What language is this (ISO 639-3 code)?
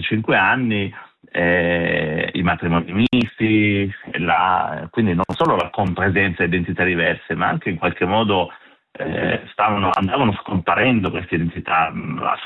ita